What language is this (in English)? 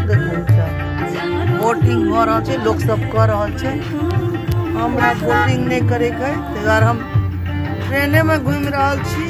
Maithili